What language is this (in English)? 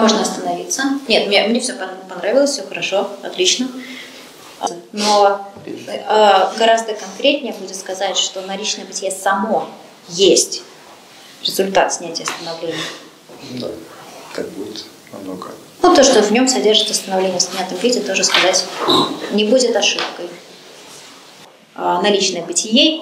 Russian